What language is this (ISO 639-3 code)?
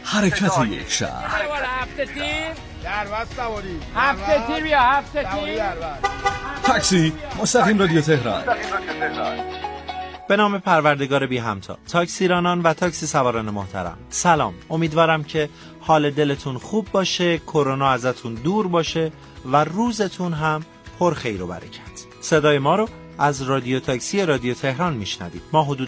fas